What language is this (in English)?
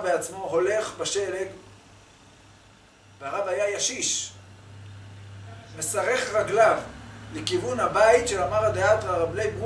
Hebrew